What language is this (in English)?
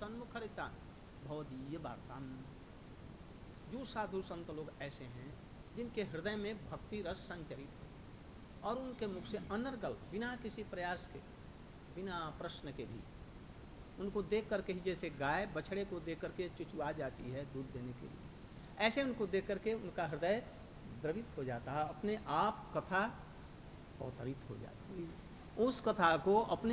Hindi